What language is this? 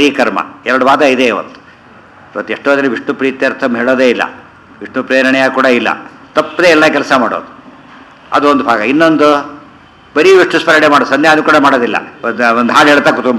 Kannada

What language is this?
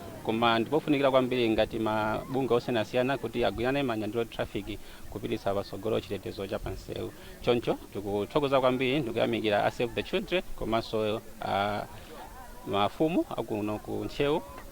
Nyanja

